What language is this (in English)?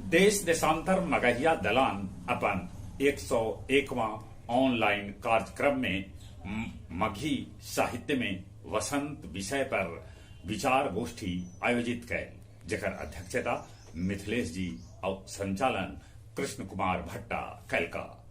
Magahi